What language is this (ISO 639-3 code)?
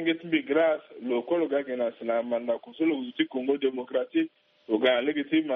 sag